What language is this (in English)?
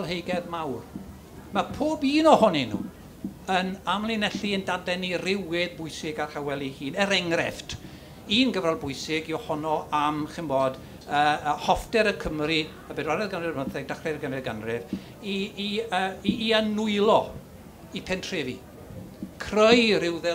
Welsh